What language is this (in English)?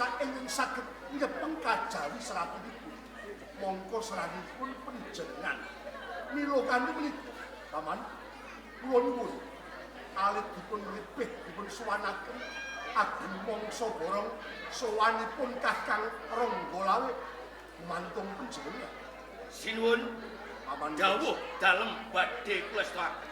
Javanese